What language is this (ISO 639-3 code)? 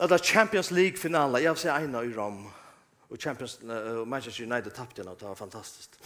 fao